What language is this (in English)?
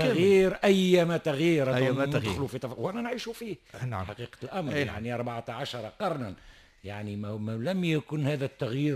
Tunisian Arabic